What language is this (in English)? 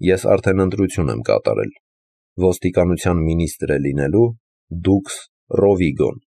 Armenian